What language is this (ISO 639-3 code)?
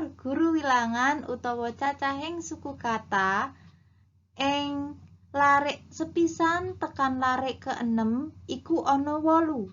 jav